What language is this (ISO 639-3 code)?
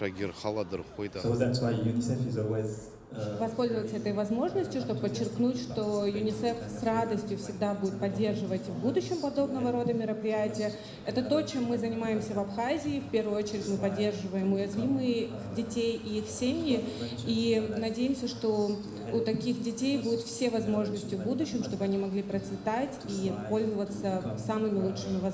abk